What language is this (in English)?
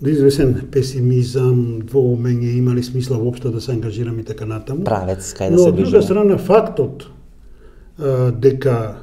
Macedonian